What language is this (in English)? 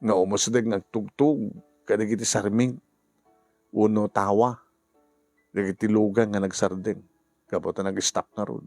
Iloko